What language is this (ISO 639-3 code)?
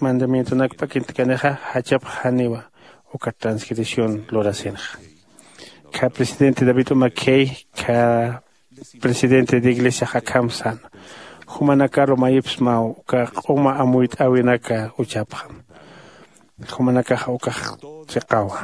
aym